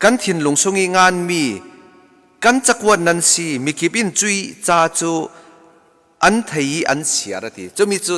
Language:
Falam Chin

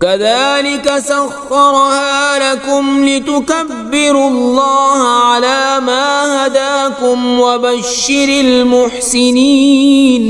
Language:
Kashmiri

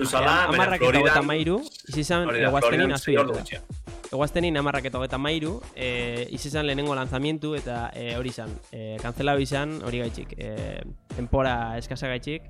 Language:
Basque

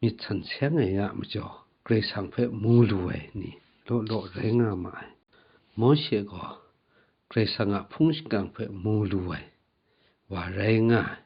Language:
Kachin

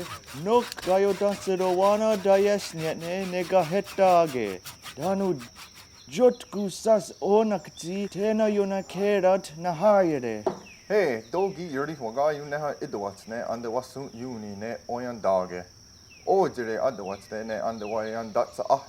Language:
Mohawk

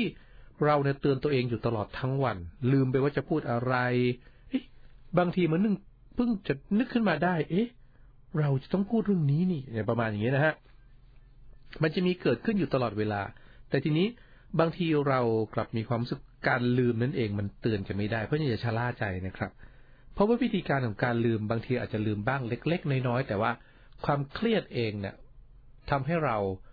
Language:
Thai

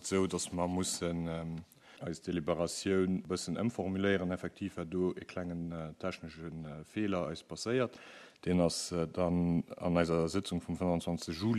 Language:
Luxembourgish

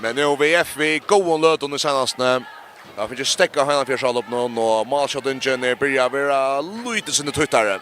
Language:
Faroese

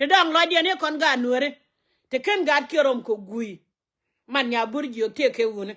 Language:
Nuer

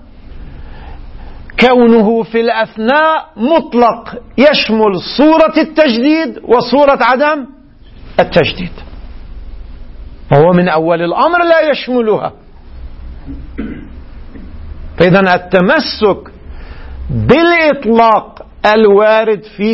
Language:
Arabic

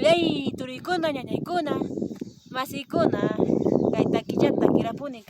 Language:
Ayacucho Quechua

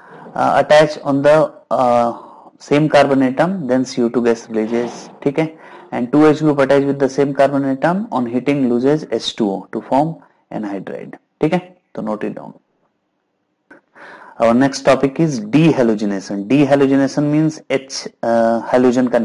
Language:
Hindi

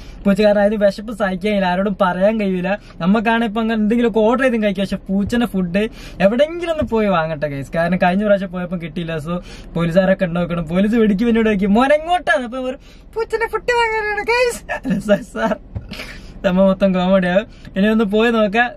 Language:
Malayalam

